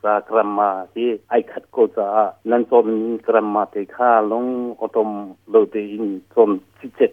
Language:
Hakha Chin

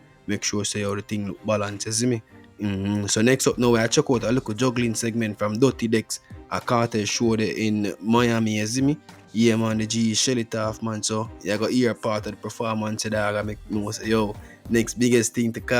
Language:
Jamaican Creole English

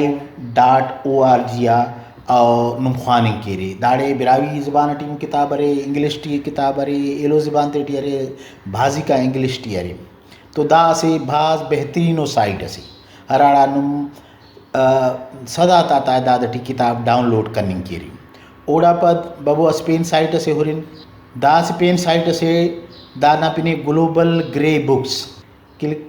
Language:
Brahui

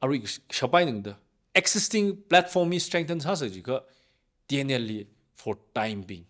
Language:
Tangkhul Naga (India)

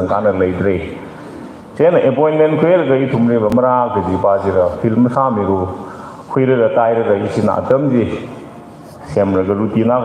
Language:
Tangkhul Naga (India)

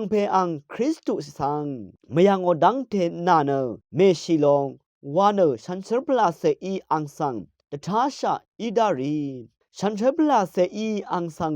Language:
Rawang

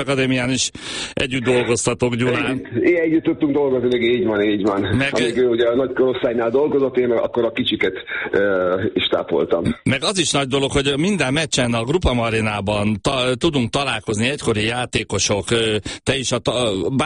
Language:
Hungarian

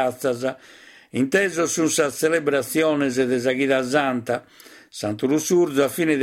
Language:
Sardinian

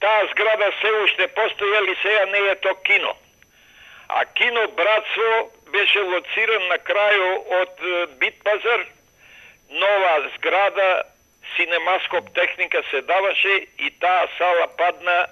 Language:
Macedonian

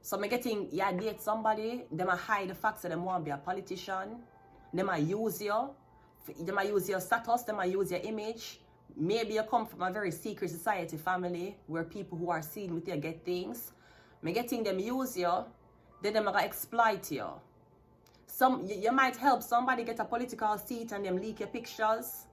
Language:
Jamaican Creole English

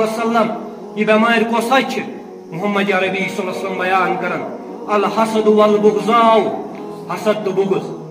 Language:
Kashmiri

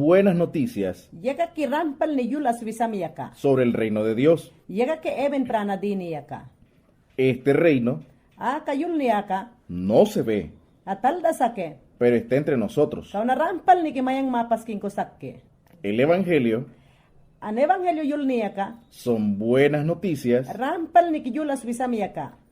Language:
Mayangna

